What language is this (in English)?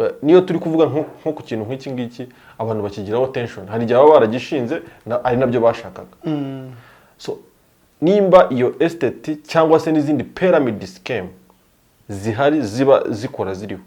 Kinyarwanda